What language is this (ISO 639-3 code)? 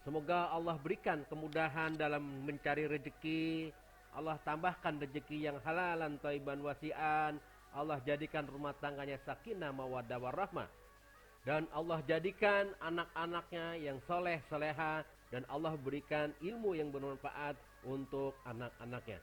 bew